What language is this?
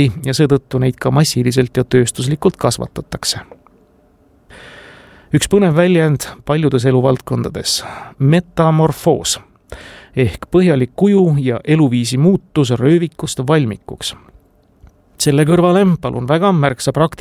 Estonian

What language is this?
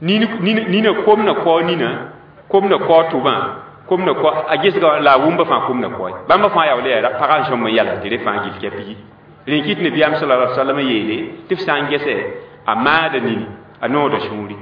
Mossi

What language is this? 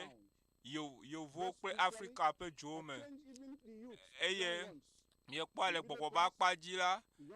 Ewe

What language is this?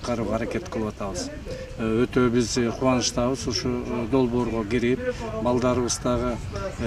Kyrgyz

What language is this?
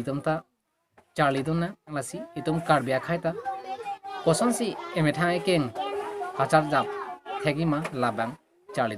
Karbi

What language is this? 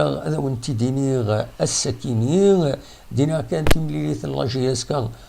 Kabyle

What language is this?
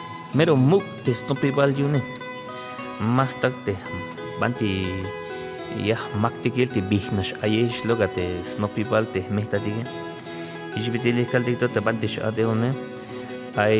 Tzeltal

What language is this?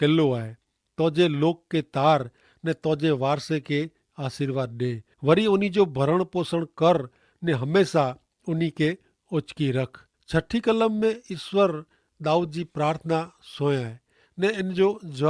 Kachhi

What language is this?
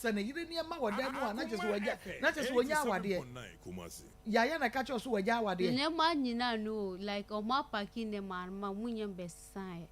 Akan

